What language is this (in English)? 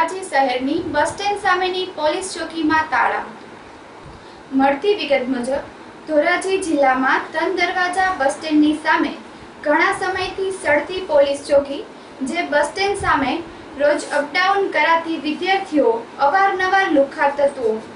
Gujarati